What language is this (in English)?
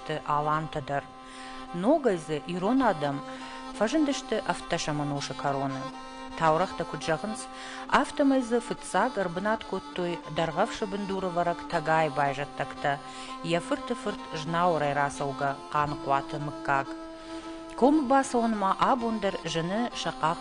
Ossetic